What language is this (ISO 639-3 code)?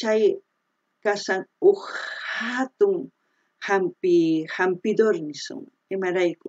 quh